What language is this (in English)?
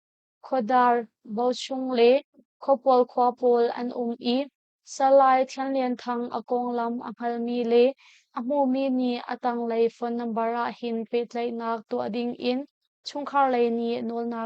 Hakha Chin